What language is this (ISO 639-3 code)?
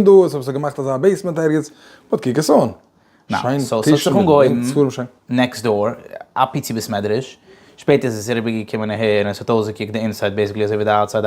yid